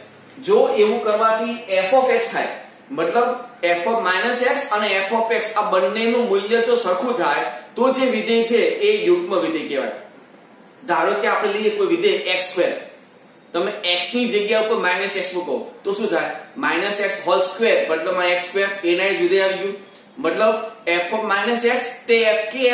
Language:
Gujarati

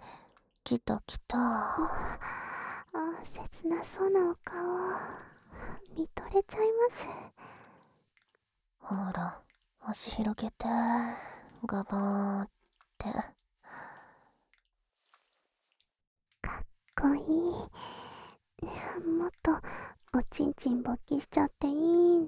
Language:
Japanese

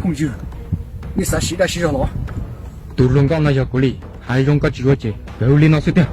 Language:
Hmong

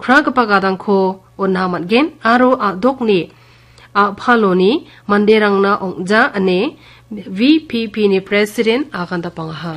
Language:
Garo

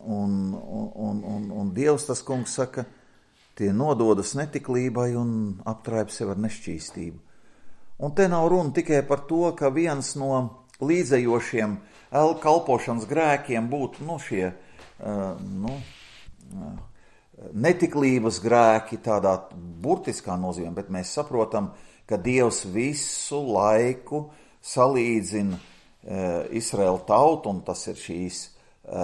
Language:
Latvian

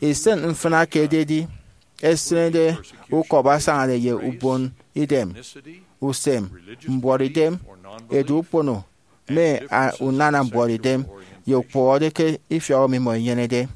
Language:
Efik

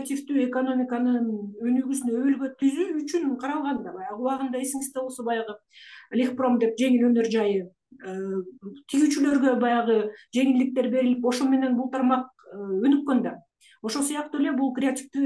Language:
Kyrgyz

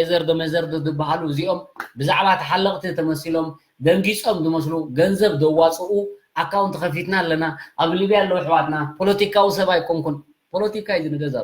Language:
Tigrinya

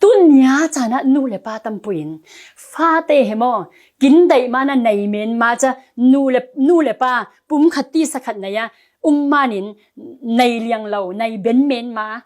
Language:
Falam Chin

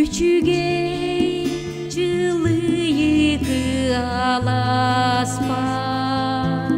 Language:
Yakut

